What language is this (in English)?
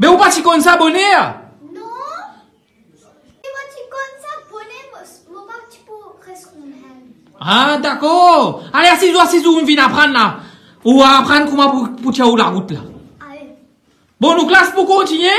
Morisyen